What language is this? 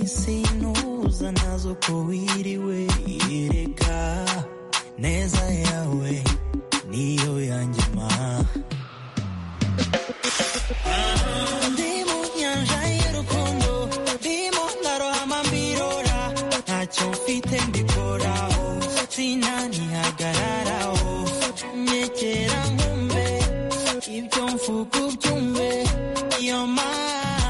Kinyarwanda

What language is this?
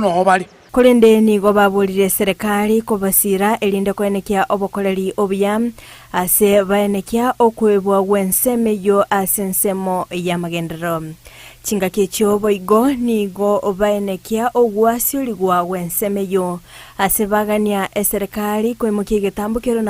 Gusii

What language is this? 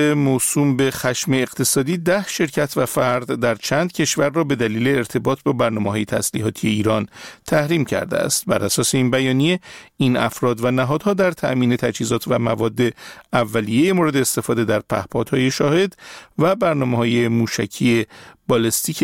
Persian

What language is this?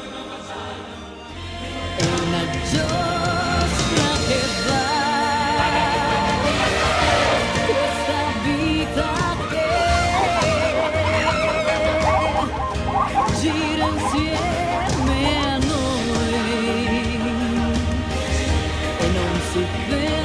Italian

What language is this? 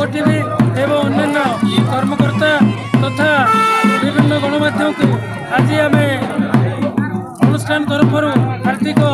Odia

